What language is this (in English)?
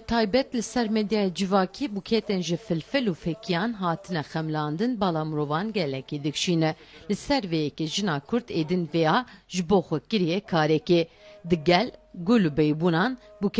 Kurdish